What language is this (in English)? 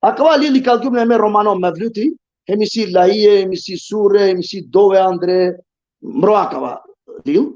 Balkan Romani